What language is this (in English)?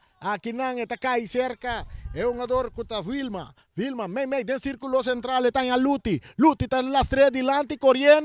Papiamento